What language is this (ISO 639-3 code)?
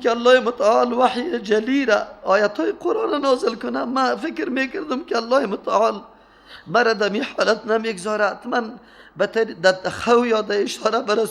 fas